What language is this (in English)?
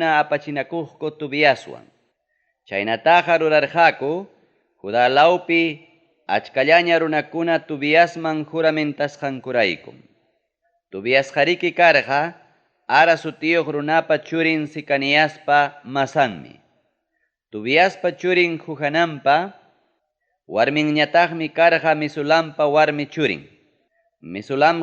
Ayacucho Quechua